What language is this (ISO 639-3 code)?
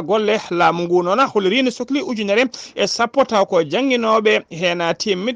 ful